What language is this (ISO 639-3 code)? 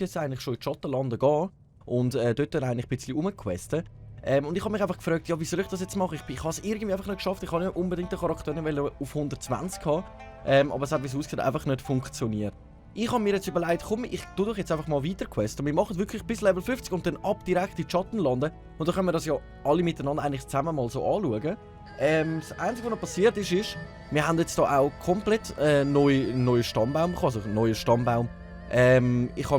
gsw